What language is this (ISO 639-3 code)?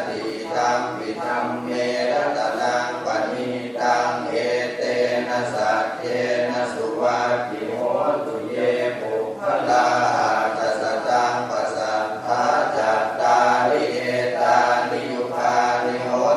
pli